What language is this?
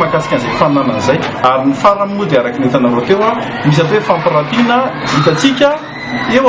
Malagasy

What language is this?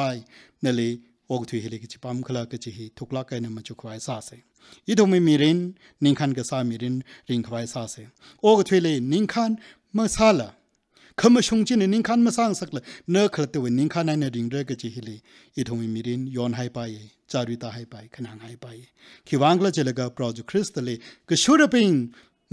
Tangkhul Naga (India)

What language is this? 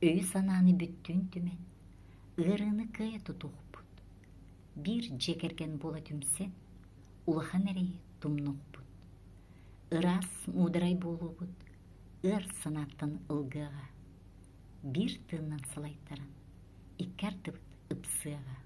Yakut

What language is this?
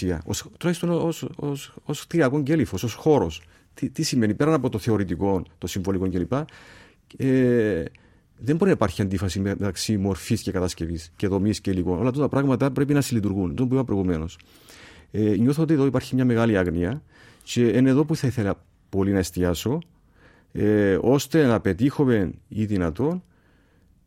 Greek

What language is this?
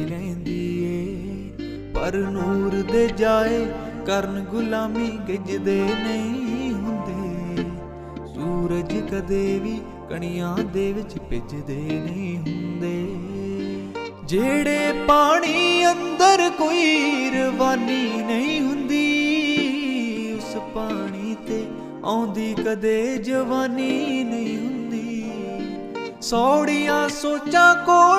Punjabi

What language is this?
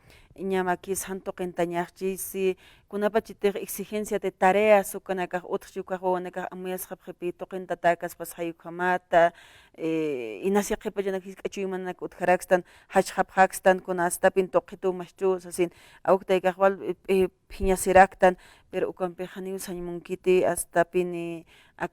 Aymara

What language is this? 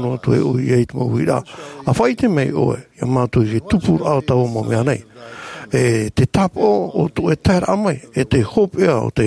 Tahitian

